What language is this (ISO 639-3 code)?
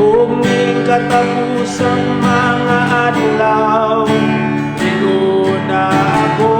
ceb